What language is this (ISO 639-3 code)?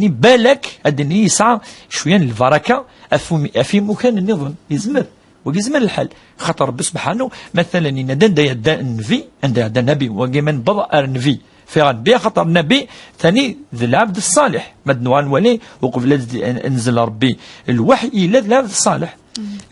kab